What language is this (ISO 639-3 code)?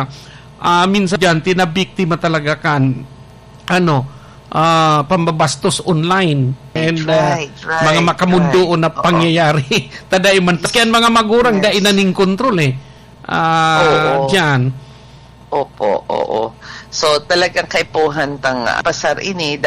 bik